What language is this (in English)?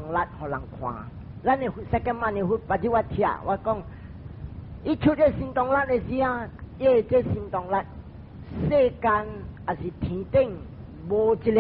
Min Nan Chinese